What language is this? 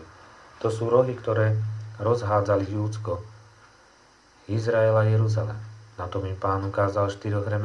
Slovak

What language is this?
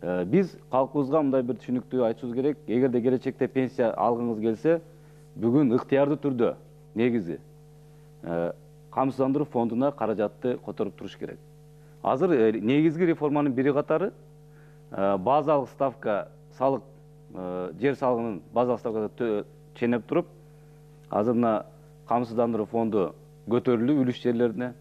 Kyrgyz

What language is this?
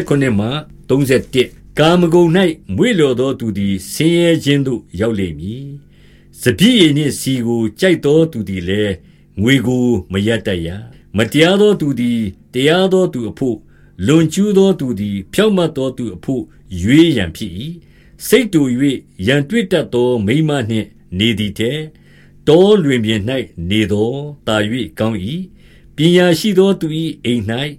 Burmese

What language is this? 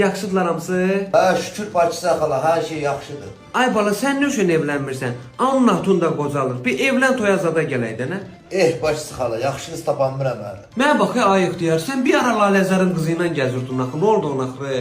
Azerbaijani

